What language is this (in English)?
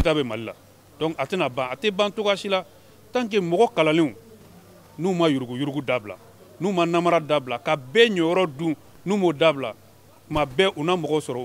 Bambara